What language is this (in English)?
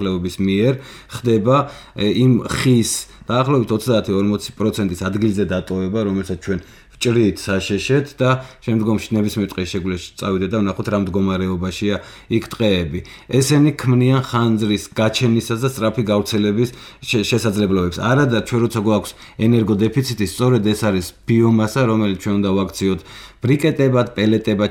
Georgian